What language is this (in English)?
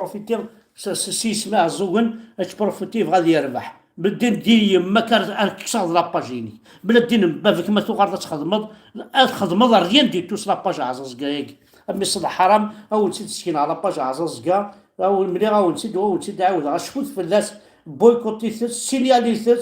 Kabyle